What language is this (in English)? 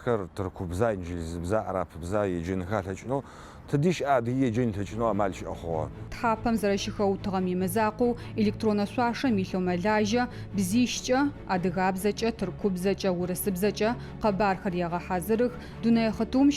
Adyghe